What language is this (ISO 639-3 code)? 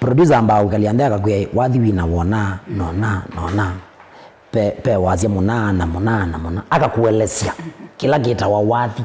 kam